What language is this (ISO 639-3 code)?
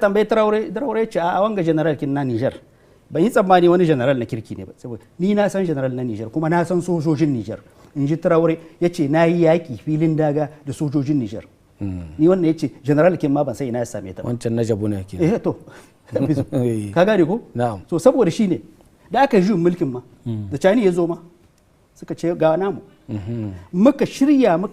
hau